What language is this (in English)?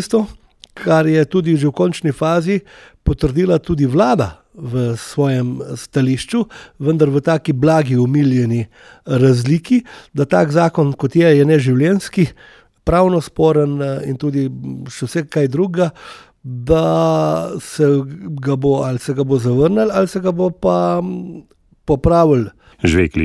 Slovenian